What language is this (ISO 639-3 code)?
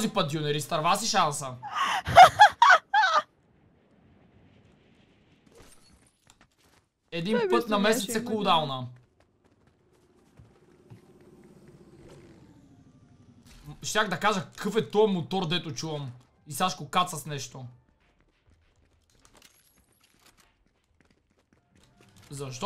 bul